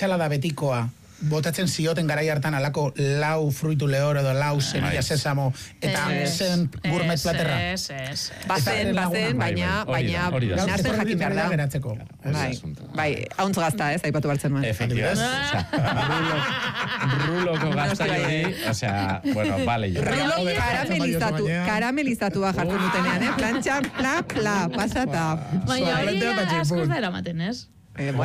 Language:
Basque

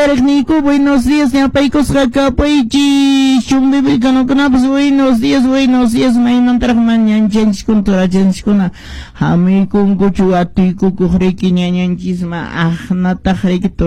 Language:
Quechua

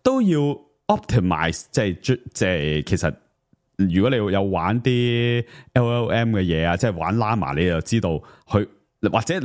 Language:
Cantonese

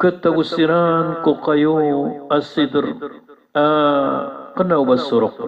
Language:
Maranao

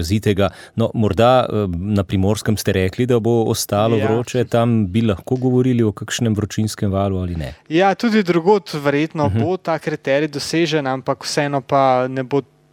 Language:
Slovenian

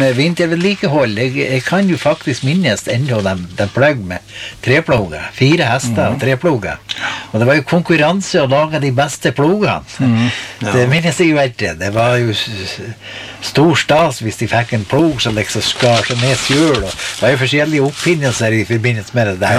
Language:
Norwegian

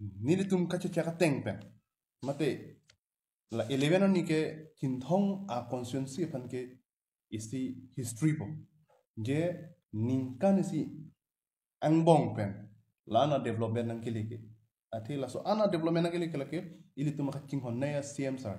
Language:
Karbi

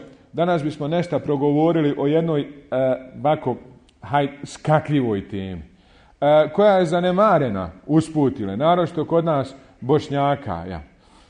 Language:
Bosnian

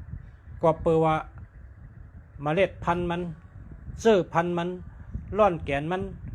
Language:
Shan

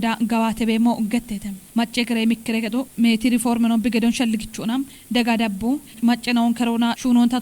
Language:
Kafa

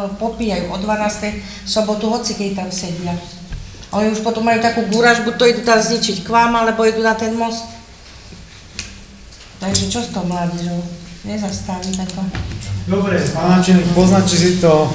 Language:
Slovak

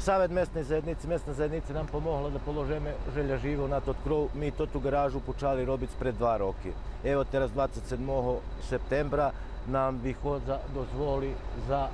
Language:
Rusyn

